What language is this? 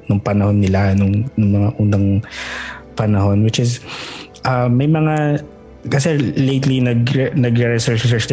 Filipino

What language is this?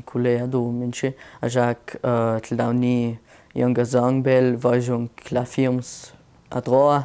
Ladin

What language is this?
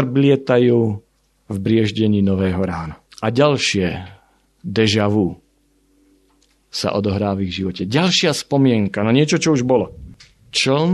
Slovak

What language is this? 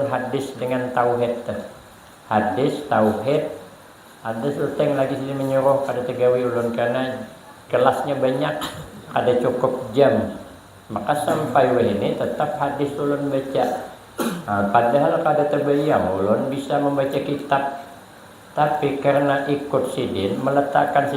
Banjar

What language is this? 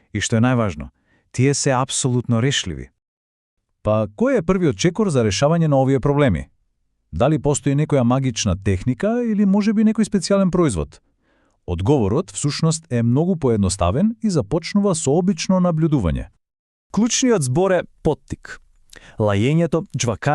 Macedonian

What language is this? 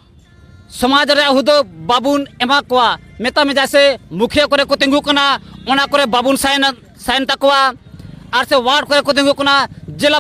Santali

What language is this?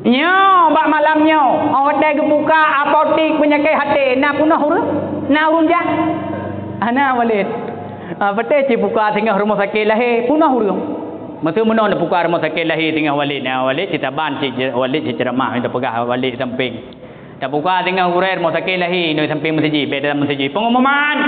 Achinese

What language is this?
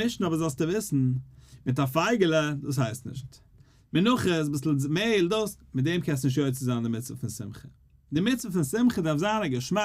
Yiddish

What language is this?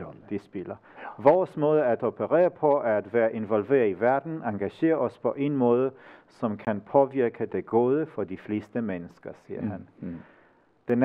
Danish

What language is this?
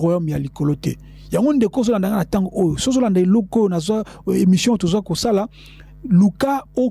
Lingala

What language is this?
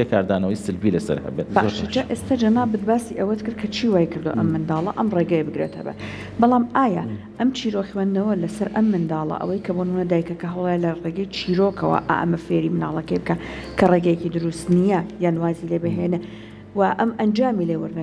Central Kurdish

